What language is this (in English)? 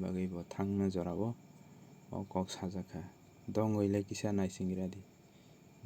Kok Borok